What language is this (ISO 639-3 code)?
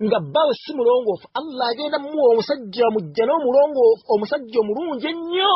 lug